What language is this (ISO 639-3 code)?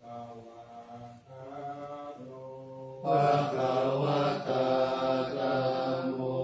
pli